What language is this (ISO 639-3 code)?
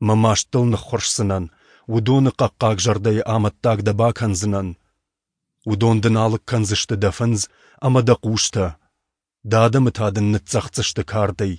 oss